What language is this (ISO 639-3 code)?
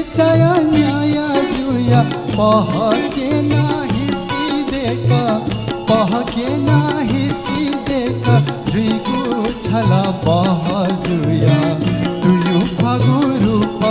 new